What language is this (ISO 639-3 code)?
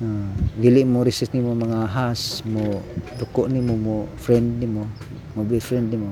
ceb